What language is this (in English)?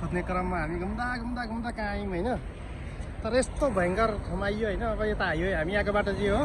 Nepali